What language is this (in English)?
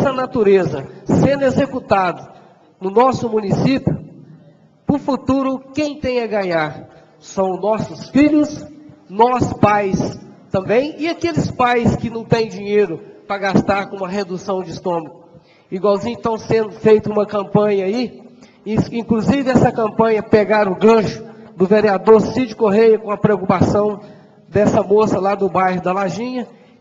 Portuguese